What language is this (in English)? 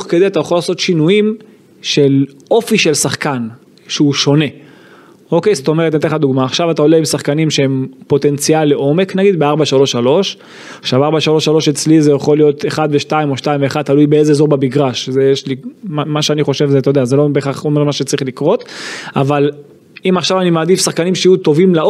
Hebrew